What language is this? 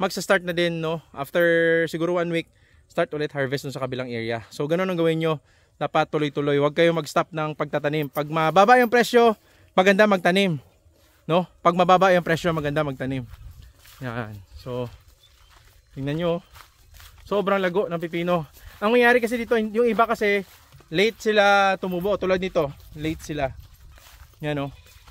Filipino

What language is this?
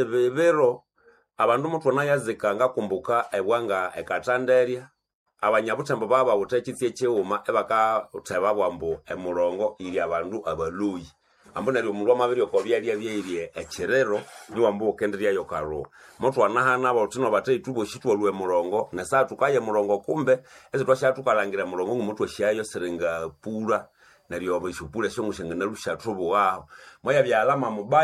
Nande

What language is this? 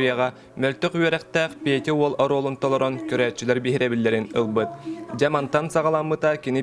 Yakut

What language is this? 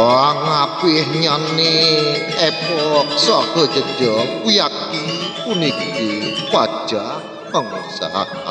Balinese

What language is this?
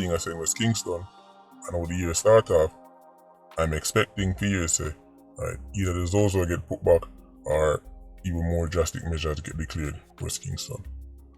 Jamaican Creole English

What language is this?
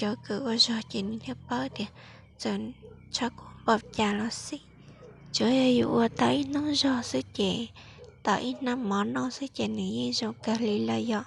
Hmong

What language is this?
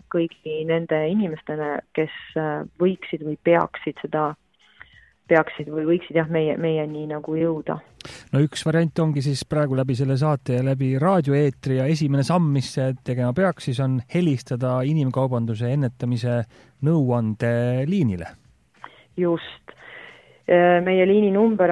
Estonian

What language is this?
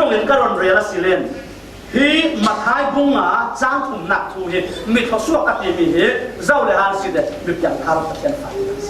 Falam Chin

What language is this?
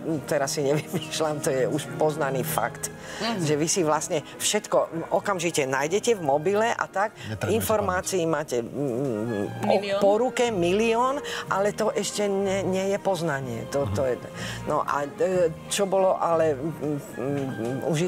Slovak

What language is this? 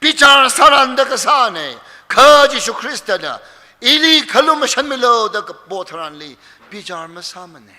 Tangkhul Naga (India)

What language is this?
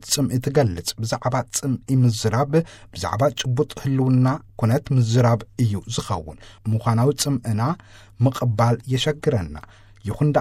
Tigrinya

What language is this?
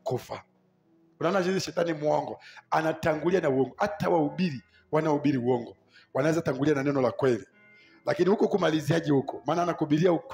Swahili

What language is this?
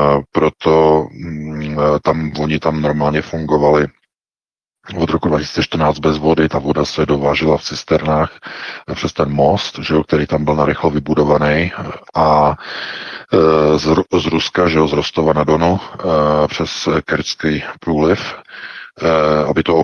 Czech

